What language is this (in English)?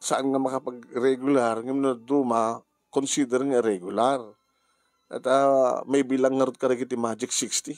Iloko